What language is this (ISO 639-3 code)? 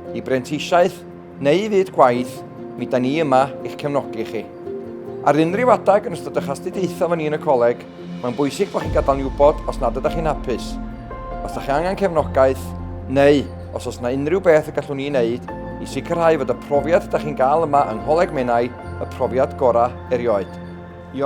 cym